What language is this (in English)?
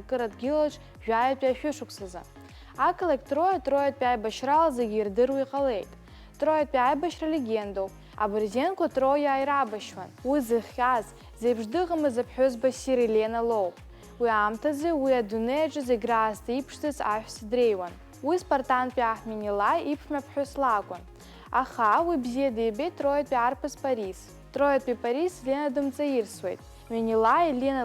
Abkhazian